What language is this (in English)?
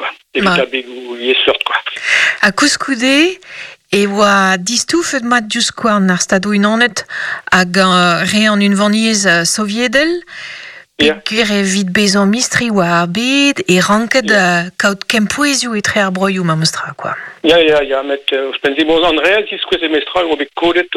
Breton